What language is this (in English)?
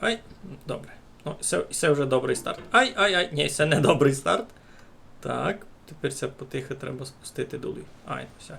Rusyn